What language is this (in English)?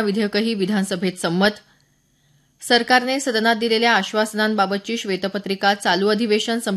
Marathi